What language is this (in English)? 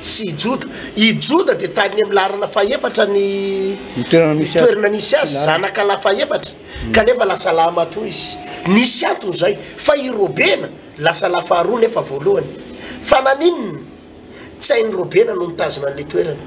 Malagasy